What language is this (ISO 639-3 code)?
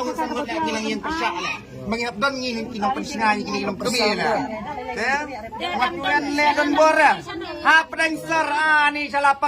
kha